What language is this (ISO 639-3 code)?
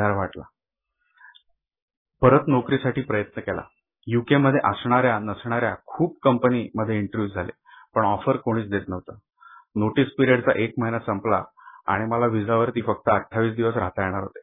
mar